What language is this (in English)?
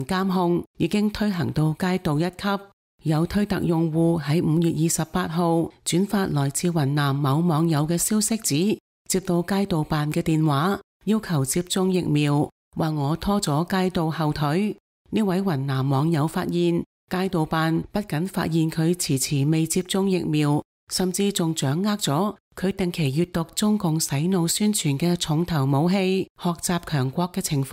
Cantonese